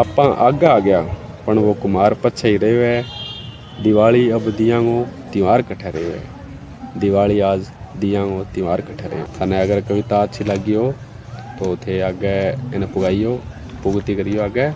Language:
Bagri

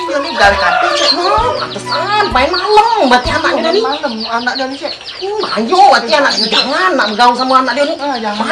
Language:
Musi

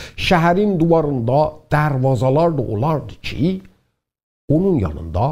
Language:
South Azerbaijani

